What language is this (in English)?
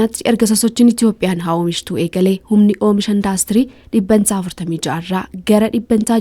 Oromo